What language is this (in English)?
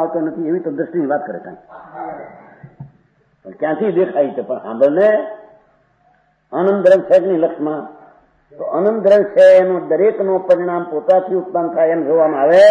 Gujarati